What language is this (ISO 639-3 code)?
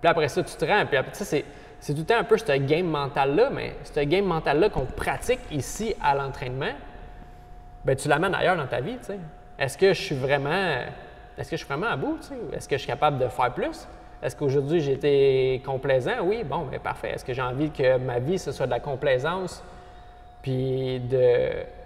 fra